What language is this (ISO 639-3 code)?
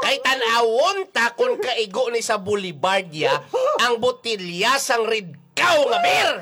hil